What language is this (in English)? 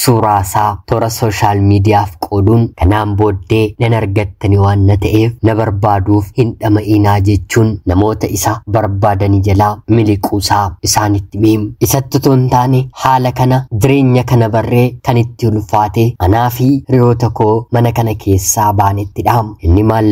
Oromo